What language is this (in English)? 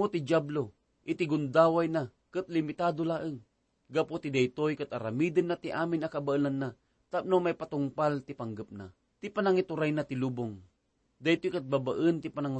Iloko